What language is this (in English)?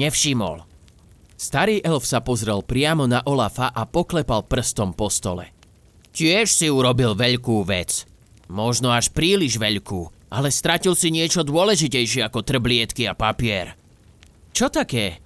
Slovak